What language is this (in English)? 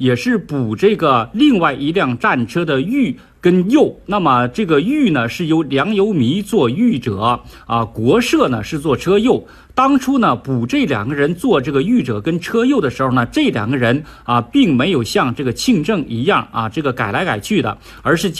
Chinese